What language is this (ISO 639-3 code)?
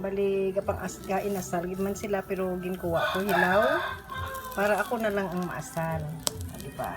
hil